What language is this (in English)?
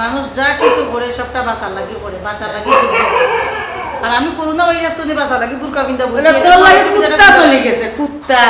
Sylheti